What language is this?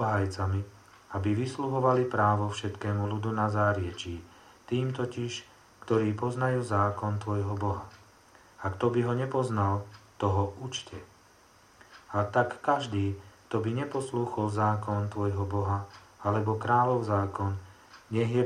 Slovak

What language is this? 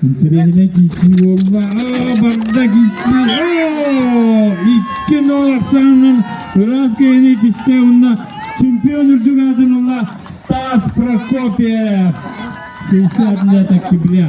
Yakut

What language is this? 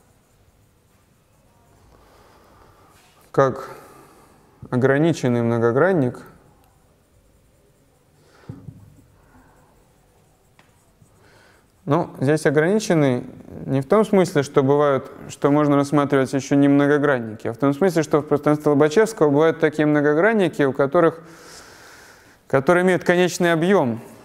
Russian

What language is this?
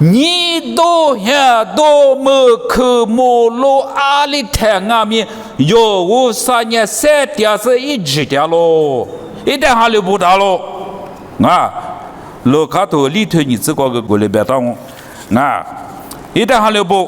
Lisu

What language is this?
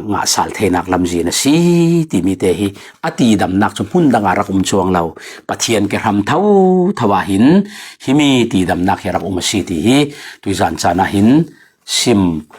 Falam Chin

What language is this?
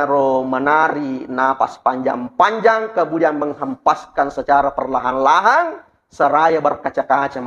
Buginese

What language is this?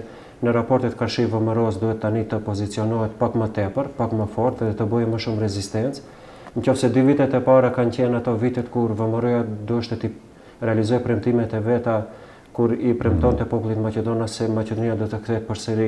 Albanian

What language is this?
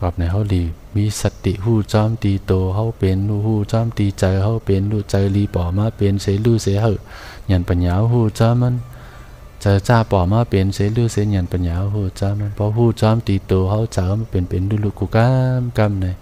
Shan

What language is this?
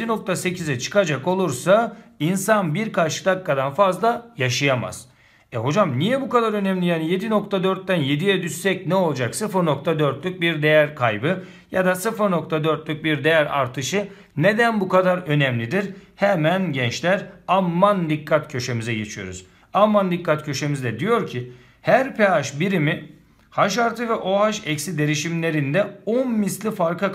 Turkish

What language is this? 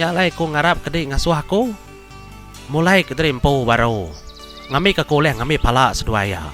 Iban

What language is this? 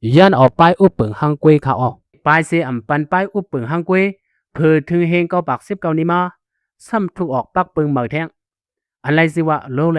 Shan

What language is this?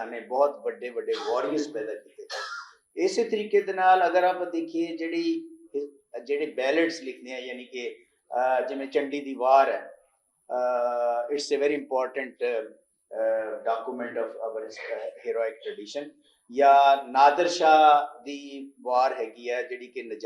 Western Panjabi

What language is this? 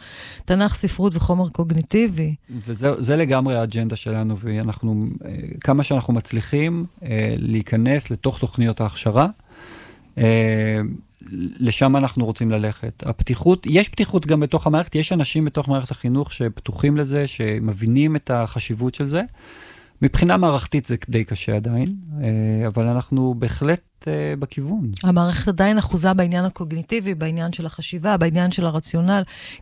Hebrew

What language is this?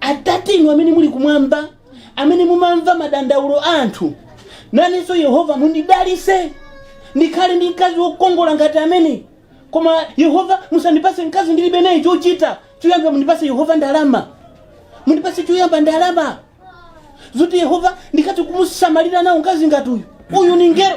Nyanja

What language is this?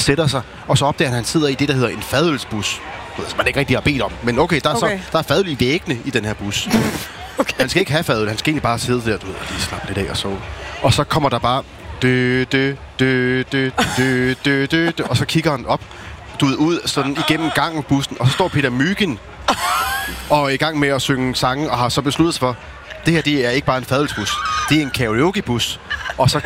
Danish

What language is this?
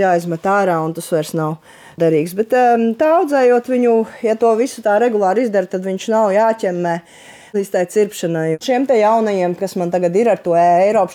Latvian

